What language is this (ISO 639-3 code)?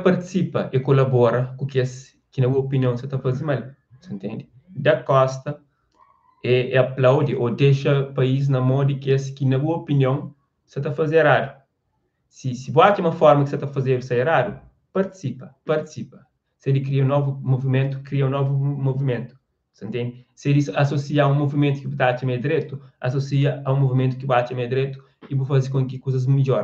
kea